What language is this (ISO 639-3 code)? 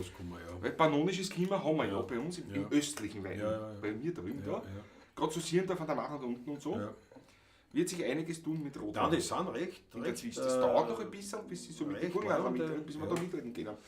bar